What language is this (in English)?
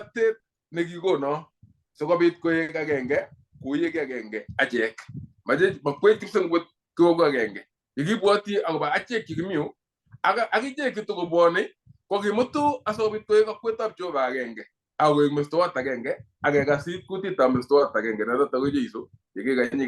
Kalenjin